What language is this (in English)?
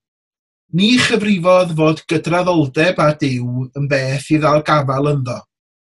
Welsh